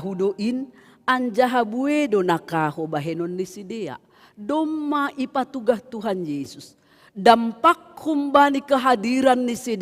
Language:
Batak Simalungun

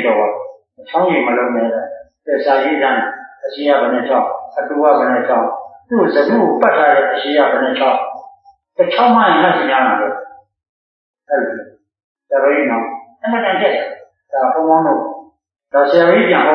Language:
Burmese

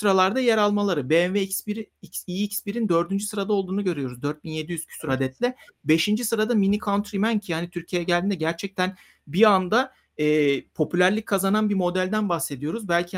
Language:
Turkish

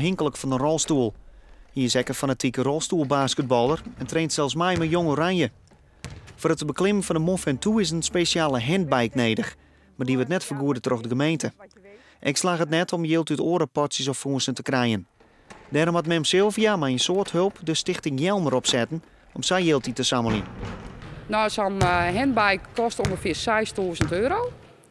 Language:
Western Frisian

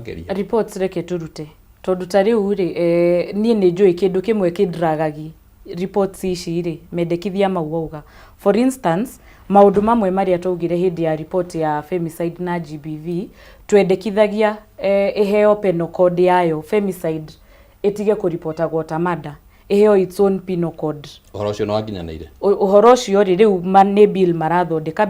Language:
Kikuyu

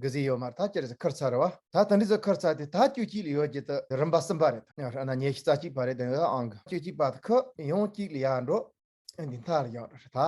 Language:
Tibetan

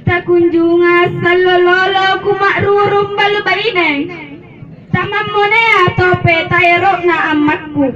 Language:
Makasar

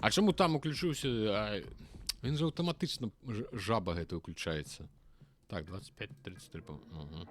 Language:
Belarusian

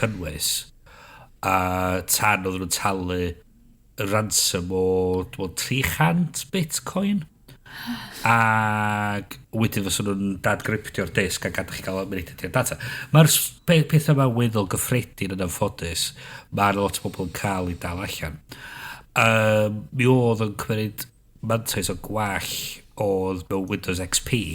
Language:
Welsh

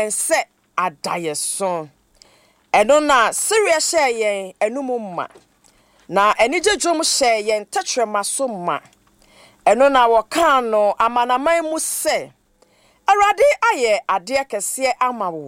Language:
Akan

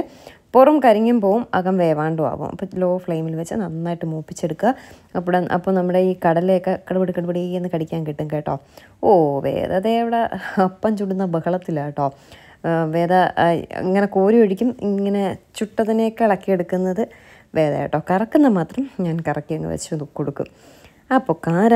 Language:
Malayalam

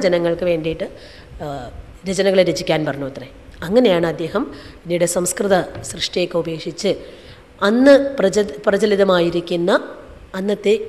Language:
Malayalam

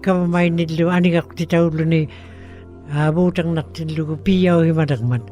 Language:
Western Canadian Inuktitut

